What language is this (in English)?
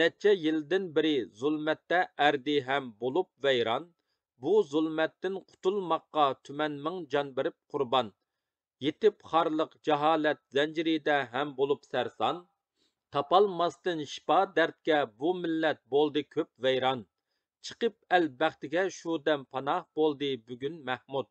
Uyghur